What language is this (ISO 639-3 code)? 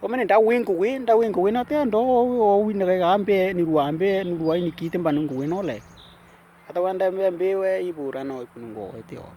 dnw